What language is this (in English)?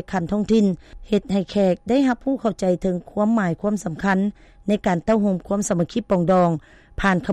Lao